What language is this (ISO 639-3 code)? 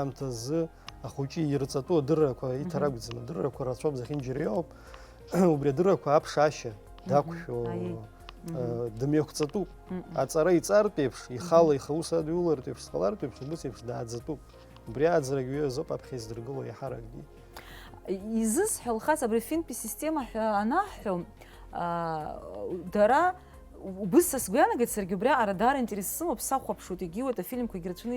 abk